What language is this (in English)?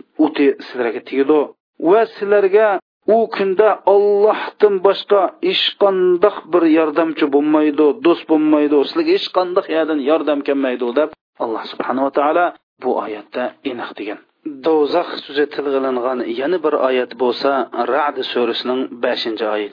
Uyghur